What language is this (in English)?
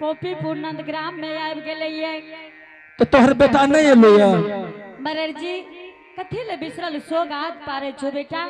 Angika